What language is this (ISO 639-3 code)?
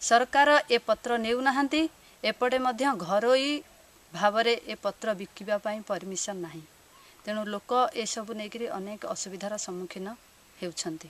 ori